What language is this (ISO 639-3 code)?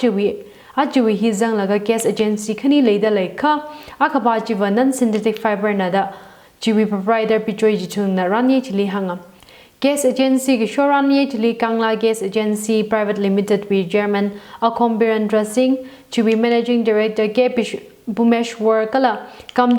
nmf